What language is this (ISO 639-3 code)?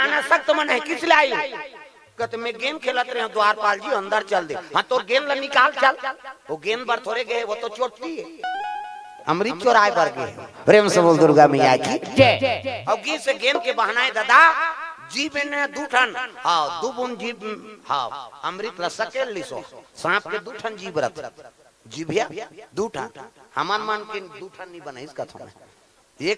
hne